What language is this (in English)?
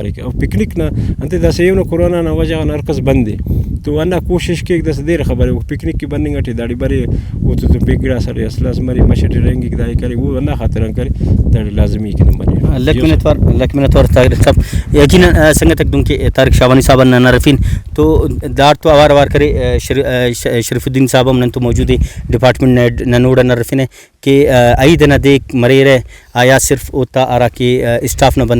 Brahui